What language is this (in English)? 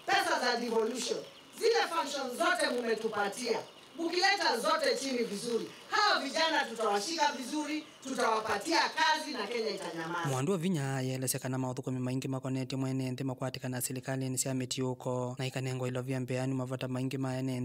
Kamba